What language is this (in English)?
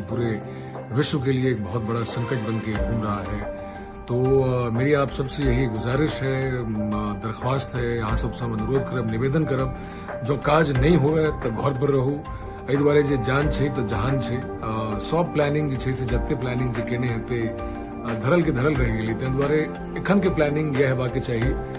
Maithili